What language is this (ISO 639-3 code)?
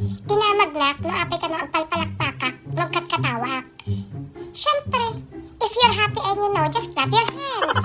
ilo